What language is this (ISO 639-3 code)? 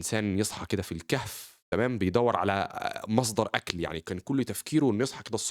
arz